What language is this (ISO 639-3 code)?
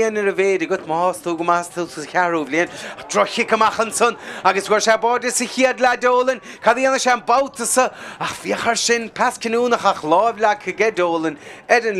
gle